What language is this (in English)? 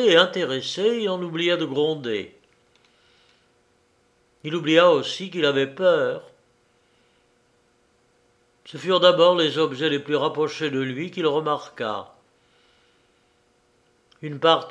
French